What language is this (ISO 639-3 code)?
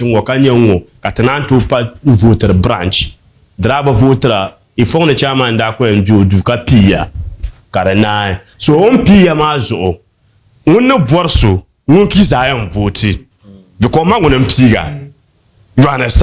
dag